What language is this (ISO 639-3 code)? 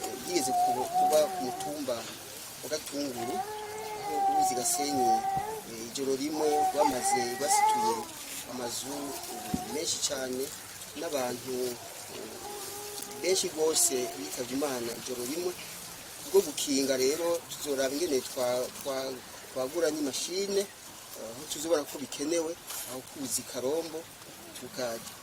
run